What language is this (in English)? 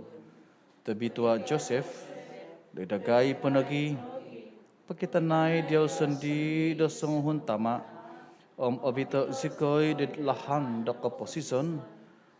Central Dusun